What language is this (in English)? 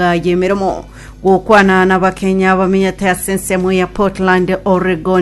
Gusii